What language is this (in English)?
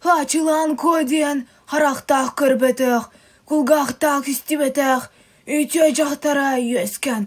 Yakut